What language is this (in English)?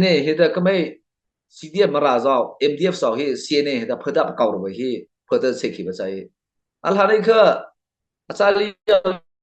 Mara Chin